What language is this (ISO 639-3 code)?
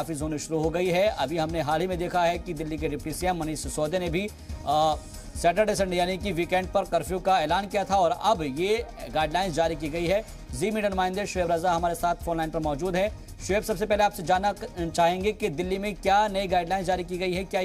hin